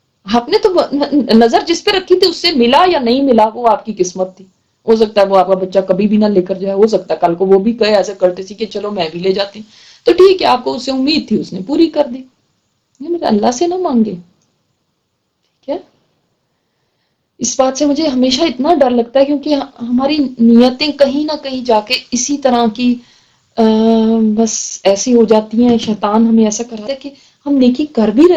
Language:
Urdu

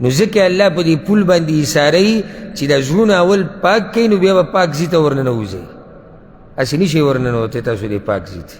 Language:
Pashto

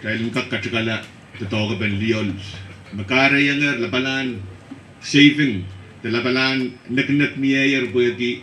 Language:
Pohnpeian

